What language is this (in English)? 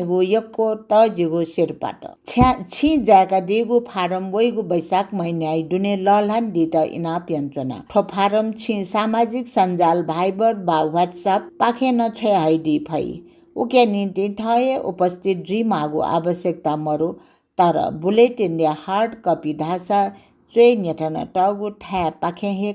Newari